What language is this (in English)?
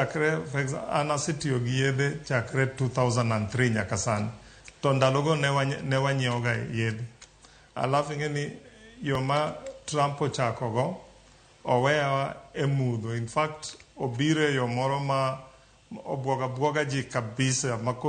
Luo (Kenya and Tanzania)